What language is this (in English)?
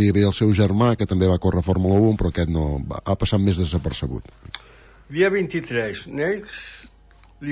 Catalan